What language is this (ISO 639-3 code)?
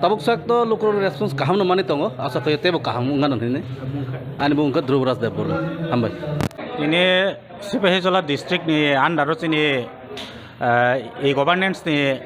trp